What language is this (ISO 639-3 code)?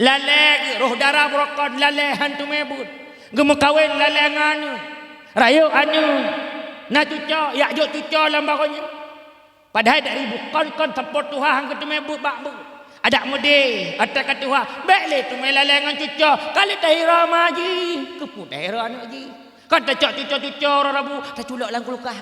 ace